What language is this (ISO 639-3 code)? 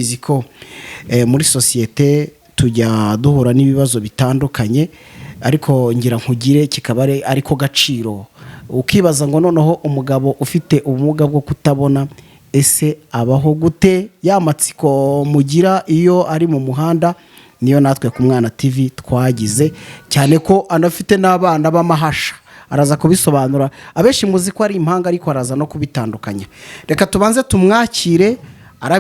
kin